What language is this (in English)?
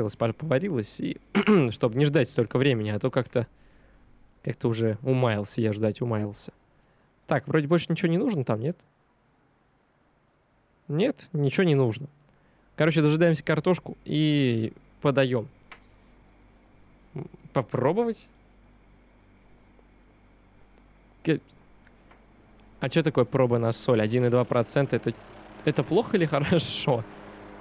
Russian